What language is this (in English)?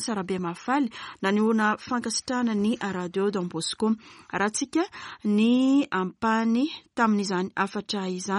Malagasy